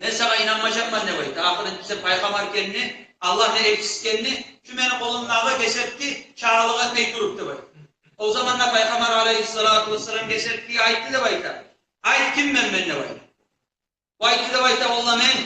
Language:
Kumyk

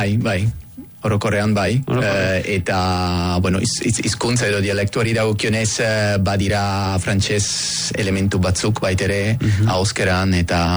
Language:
Basque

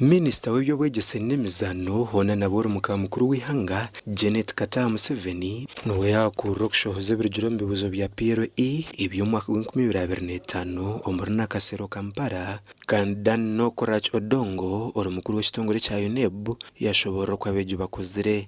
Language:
Nyankole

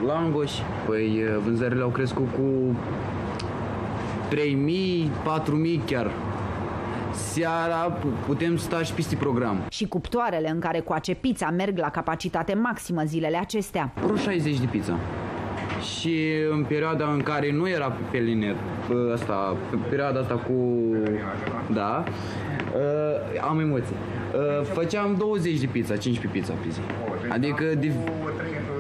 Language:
Romanian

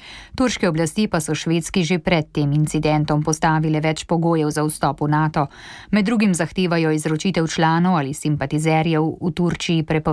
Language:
Slovenian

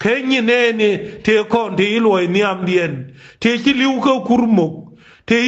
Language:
Nuer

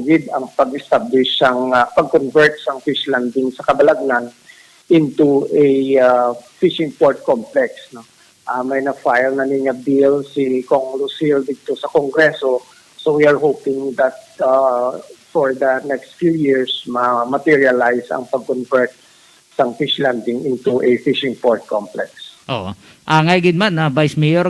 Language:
Hiligaynon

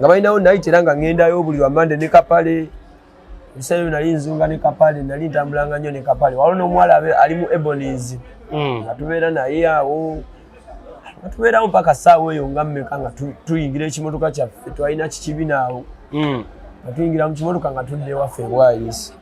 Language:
Ganda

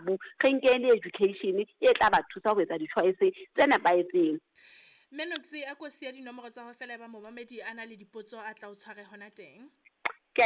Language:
Southern Sotho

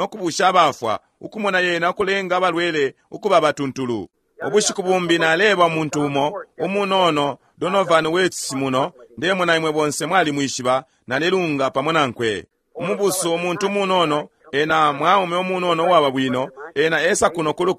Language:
Bemba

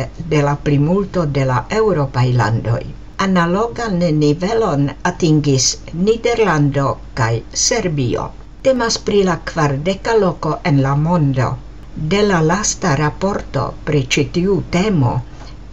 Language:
Esperanto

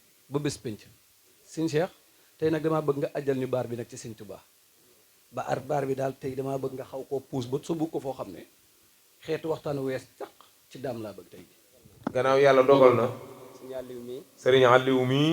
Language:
Wolof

